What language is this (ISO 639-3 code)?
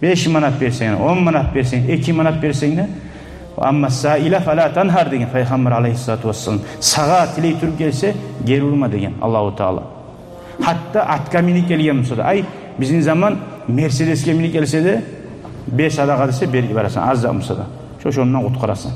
kum